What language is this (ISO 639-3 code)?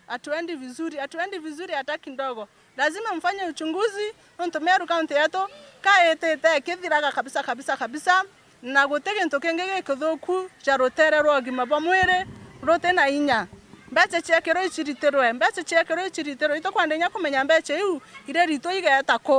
mer